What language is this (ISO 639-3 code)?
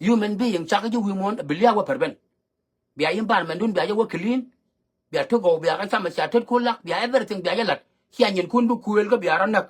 nus